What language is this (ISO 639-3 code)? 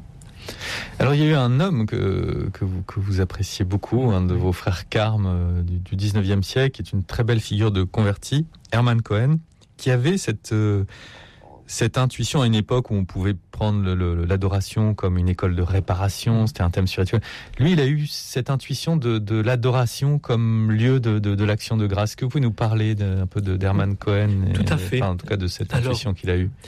fra